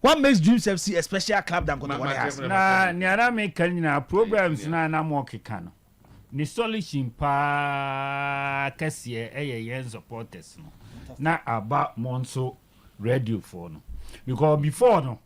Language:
Akan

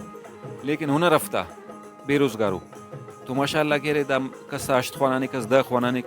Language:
Brahui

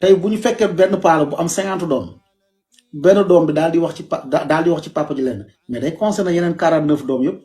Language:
Wolof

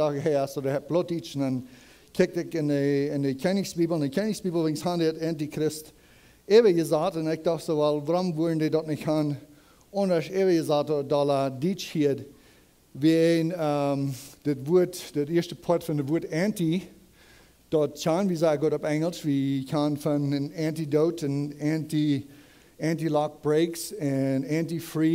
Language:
Plautdietsch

